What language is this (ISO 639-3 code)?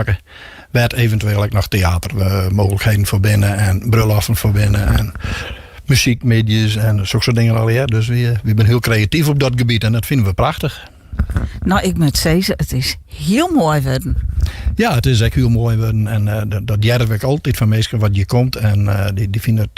fry